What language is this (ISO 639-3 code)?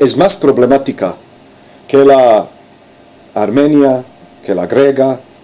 lad